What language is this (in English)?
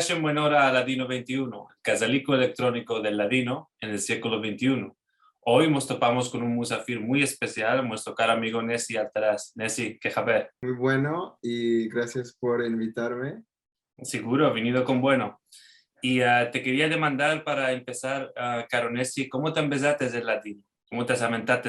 Ladino